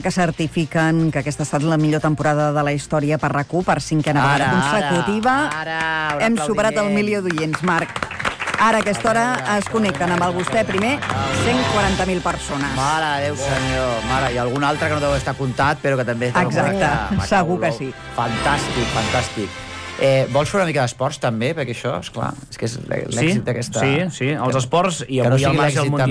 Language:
Catalan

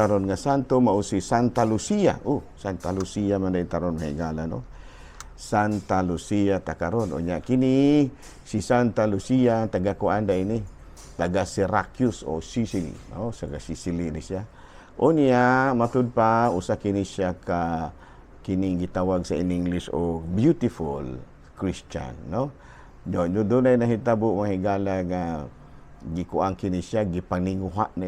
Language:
Cebuano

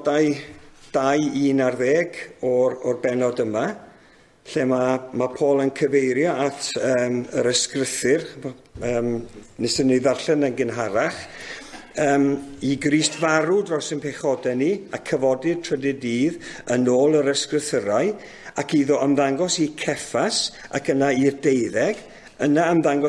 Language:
Welsh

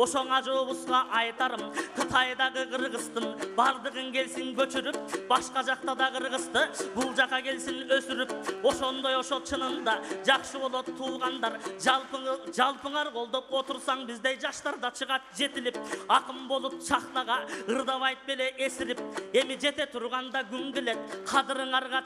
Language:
Kyrgyz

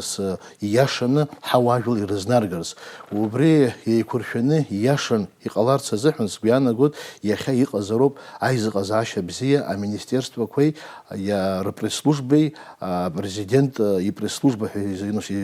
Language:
Abkhazian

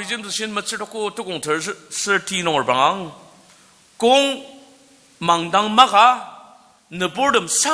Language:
Ao Naga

